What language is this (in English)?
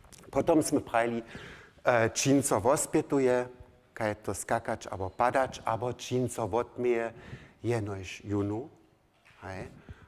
Upper Sorbian